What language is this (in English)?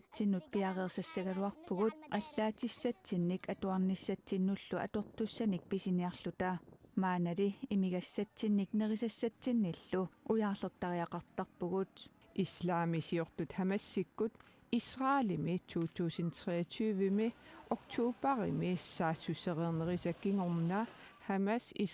Kalaallisut